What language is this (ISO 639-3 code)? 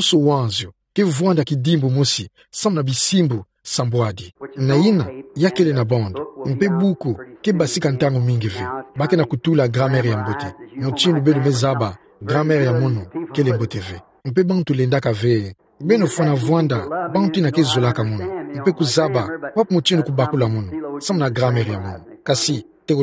ktu